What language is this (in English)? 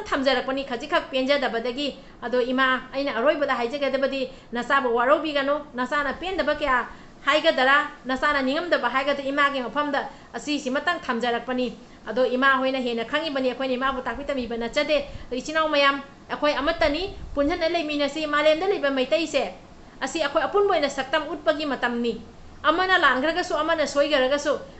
Manipuri